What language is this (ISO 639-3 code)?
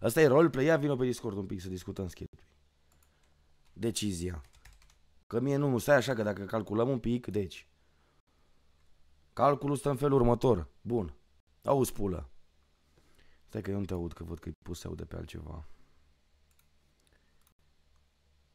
ron